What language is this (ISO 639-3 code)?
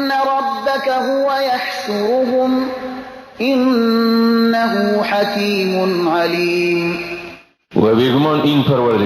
fas